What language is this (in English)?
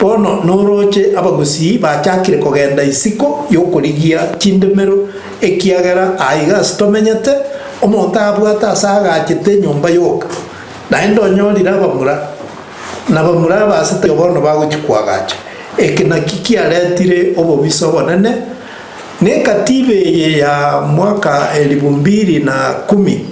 Gusii